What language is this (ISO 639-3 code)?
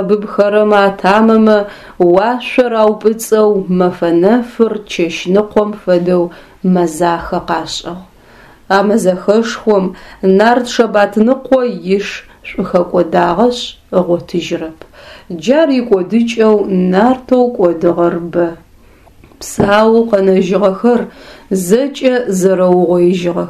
ady